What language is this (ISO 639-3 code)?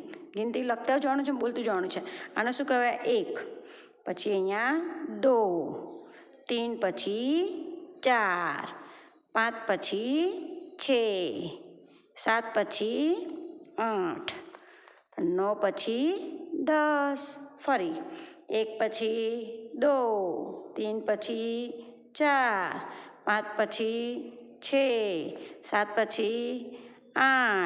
guj